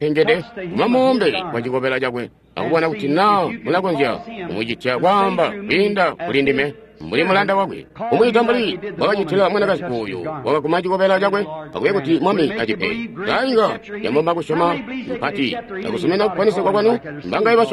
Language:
Tonga (Zambia)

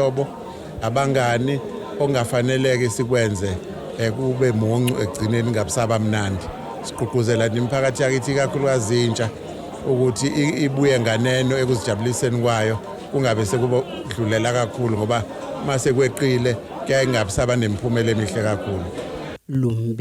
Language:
Zulu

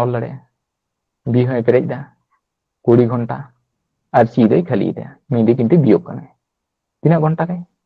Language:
Santali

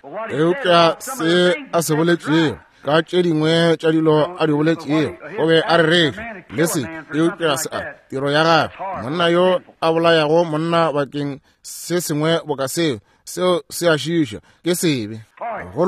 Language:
Northern Sotho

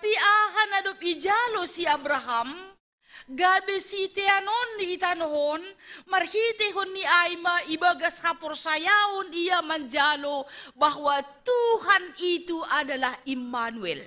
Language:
Batak Simalungun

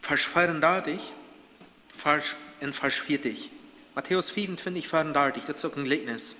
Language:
Plautdietsch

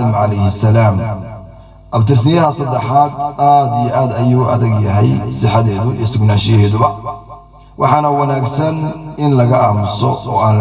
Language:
Somali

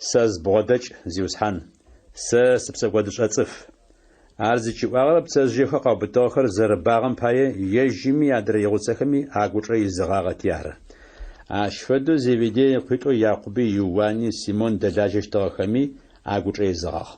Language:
Adyghe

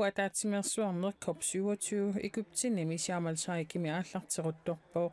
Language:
Kalaallisut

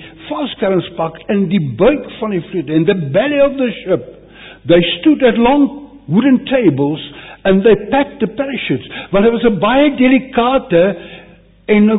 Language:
Afrikaans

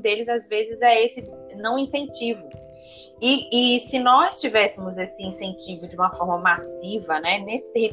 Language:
Portuguese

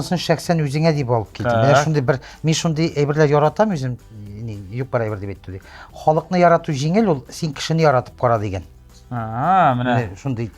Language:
Tatar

